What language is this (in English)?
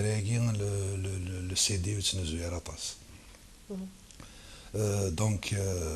Kabyle